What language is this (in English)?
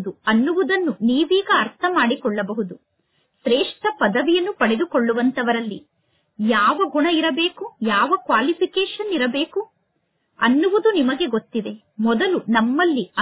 Kannada